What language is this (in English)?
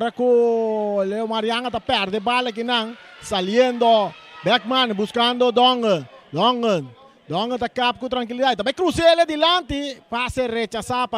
Papiamento